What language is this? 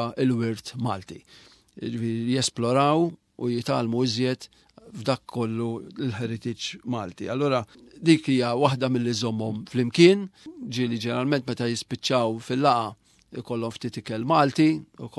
Maltese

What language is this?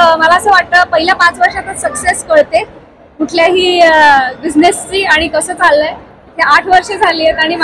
Marathi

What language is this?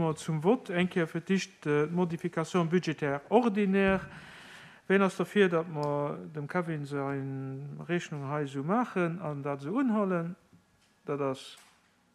Luxembourgish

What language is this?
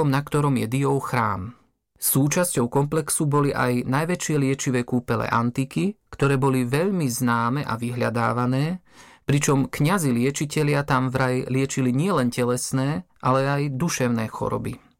Slovak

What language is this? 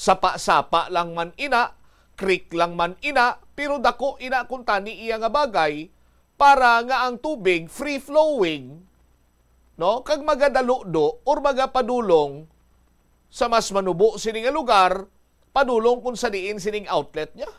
Hiligaynon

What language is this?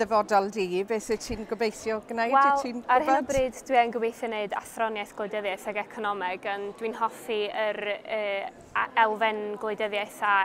Welsh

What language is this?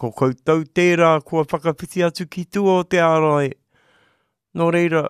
Māori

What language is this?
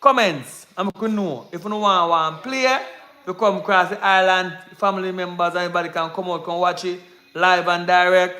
Jamaican Creole English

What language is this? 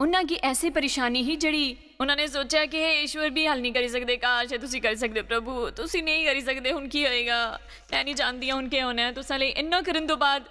Dogri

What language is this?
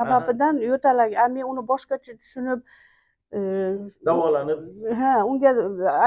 Uzbek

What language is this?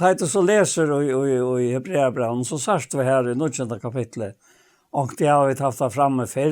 Faroese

